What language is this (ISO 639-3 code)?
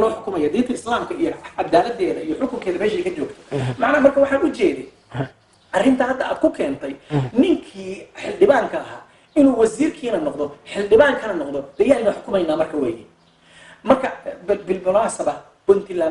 som